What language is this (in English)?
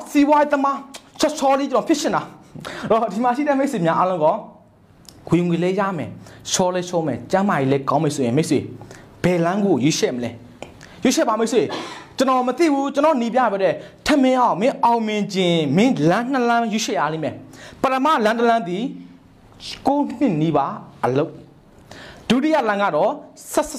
Burmese